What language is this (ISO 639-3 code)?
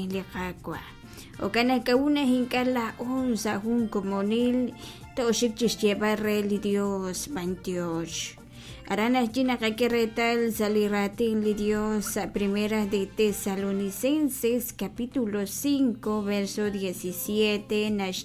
kek